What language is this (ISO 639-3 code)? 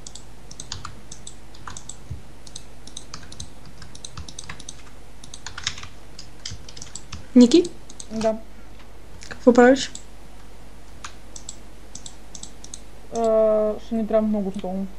bul